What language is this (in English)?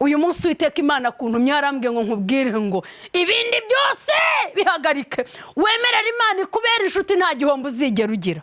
Kinyarwanda